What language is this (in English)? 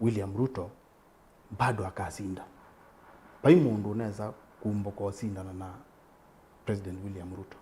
Kamba